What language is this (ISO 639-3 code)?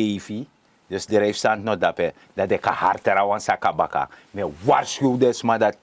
srn